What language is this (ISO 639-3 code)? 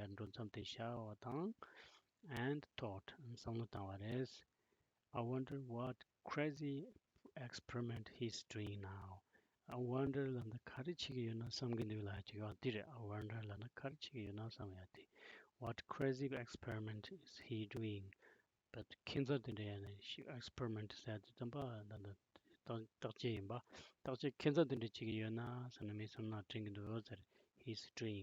bod